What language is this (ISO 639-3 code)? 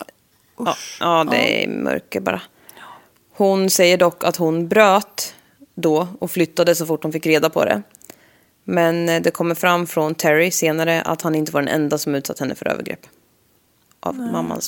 swe